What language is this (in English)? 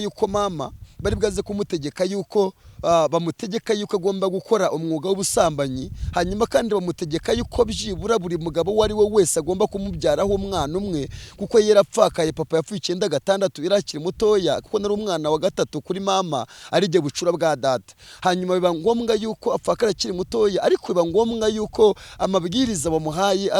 Kinyarwanda